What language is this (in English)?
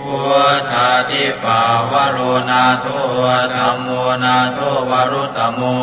Pali